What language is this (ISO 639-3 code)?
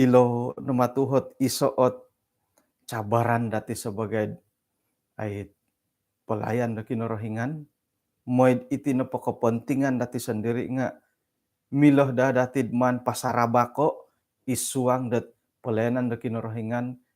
dtp